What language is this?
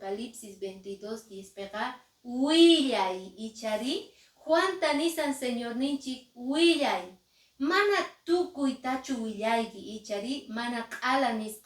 Quechua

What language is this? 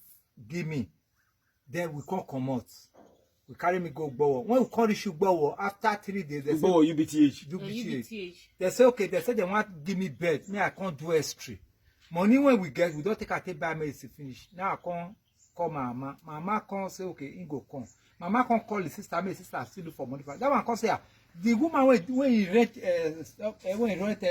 Nigerian Pidgin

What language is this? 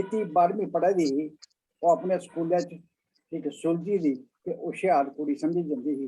Dogri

